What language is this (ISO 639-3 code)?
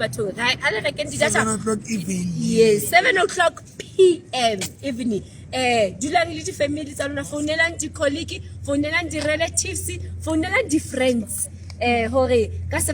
sot